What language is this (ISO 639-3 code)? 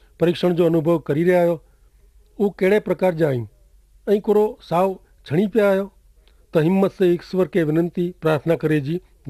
kfr